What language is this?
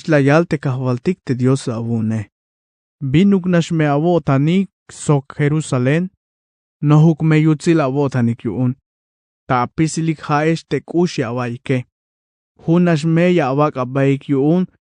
Tzeltal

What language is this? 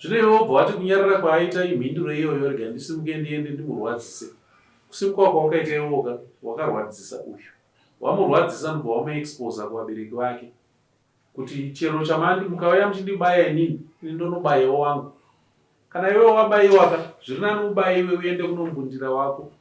Shona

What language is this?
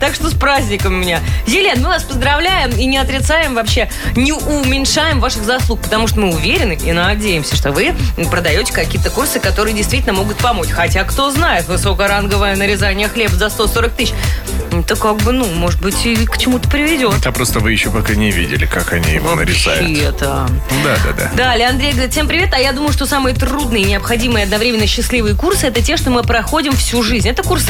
Russian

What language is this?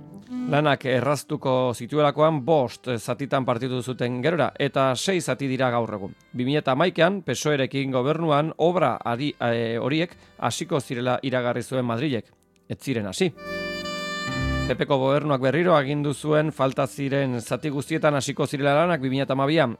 Basque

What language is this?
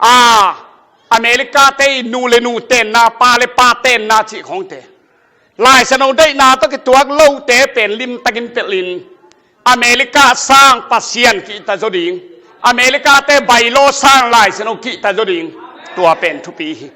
Tedim Chin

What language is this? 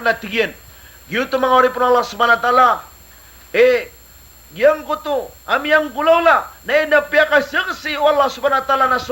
Maranao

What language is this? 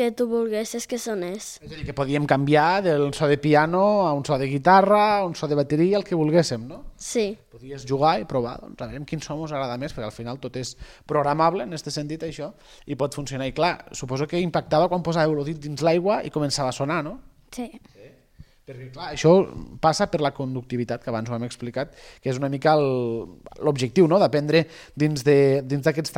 Catalan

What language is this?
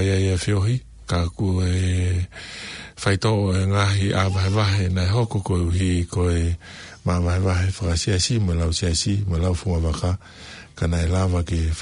Tongan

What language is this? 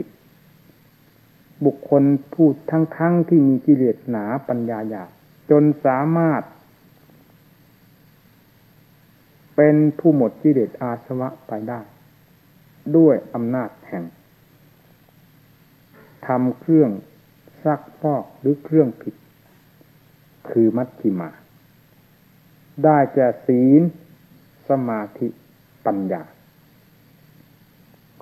Thai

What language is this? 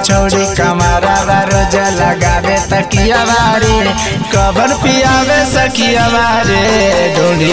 Magahi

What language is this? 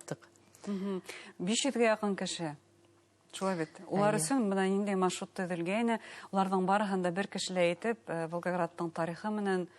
Bashkir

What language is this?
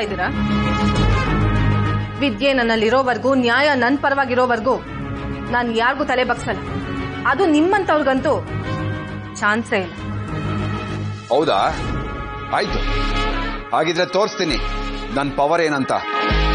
Kannada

